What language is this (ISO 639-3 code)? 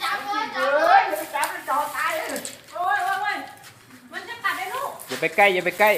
lao